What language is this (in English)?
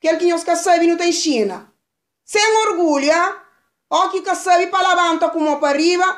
Kabuverdianu